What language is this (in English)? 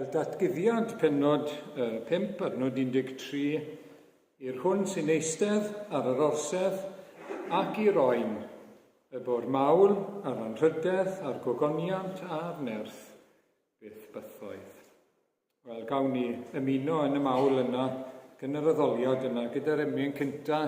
Welsh